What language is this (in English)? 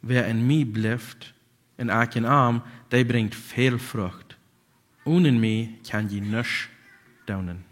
Plautdietsch